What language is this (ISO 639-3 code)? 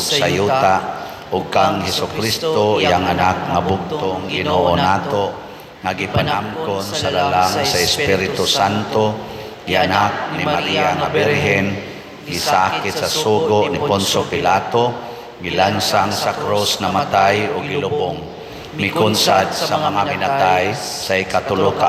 ceb